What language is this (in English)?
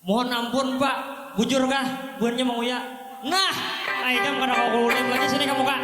Banjar